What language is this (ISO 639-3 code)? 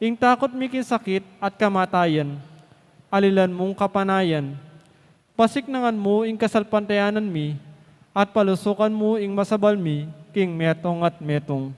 pam